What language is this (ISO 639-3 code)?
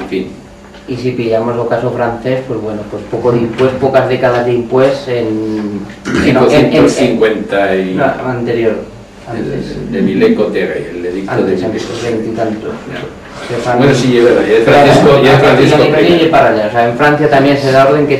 arg